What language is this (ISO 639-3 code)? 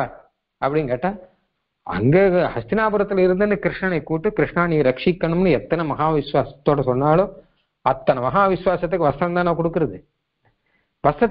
tam